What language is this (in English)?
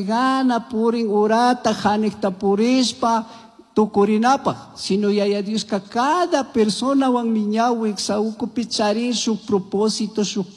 Chimborazo Highland Quichua